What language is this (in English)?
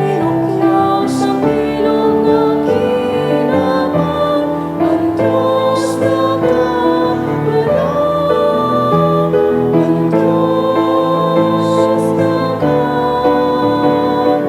Bikol